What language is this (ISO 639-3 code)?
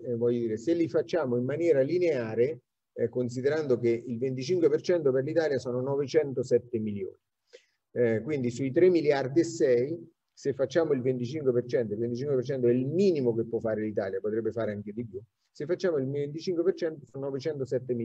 ita